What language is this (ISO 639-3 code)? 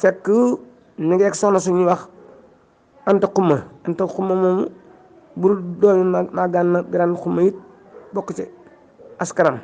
wol